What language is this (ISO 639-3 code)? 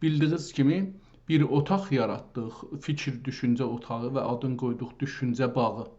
azb